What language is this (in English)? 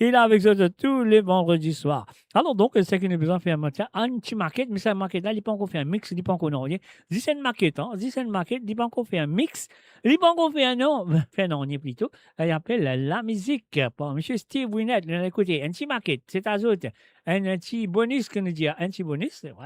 Morisyen